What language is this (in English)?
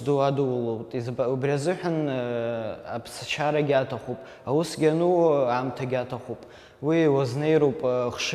Abkhazian